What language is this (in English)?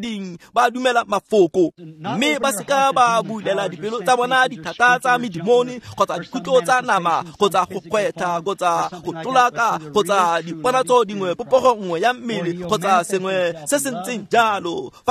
Tswana